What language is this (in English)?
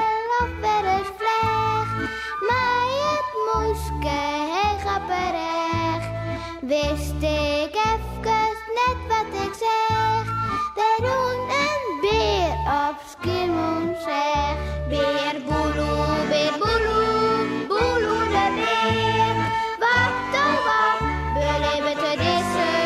Western Frisian